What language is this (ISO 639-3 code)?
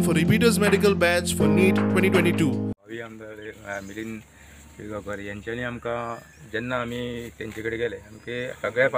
kok